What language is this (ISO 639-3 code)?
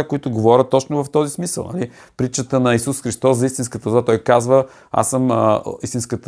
bul